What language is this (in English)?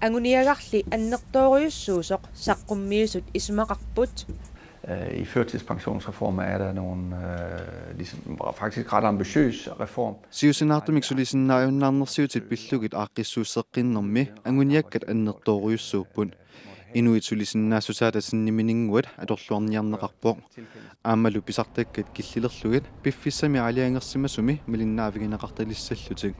Kalaallisut